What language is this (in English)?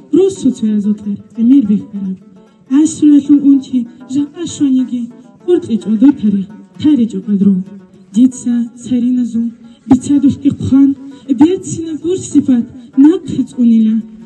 Avaric